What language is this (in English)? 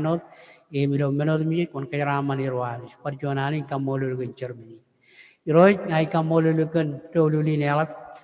Marshallese